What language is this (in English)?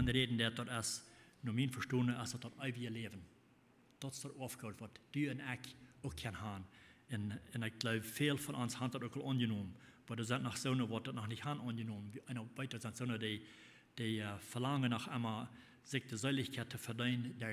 Plautdietsch